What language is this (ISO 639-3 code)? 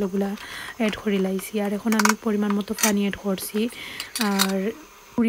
syl